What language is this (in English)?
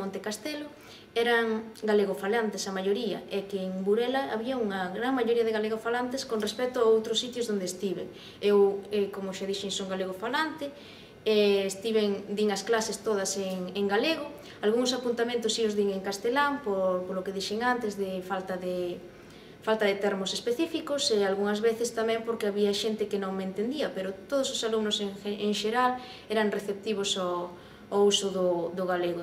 Galician